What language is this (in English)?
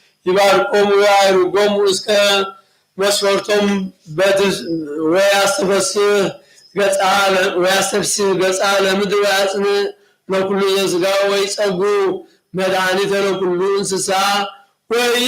Geez